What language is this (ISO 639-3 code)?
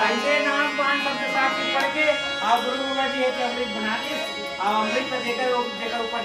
hne